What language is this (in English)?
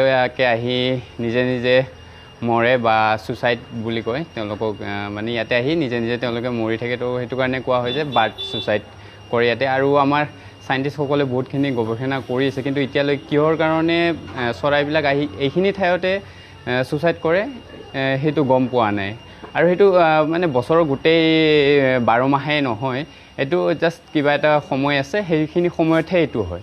Assamese